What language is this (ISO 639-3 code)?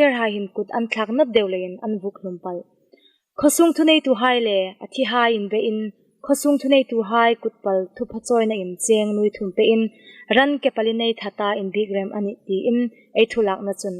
hmr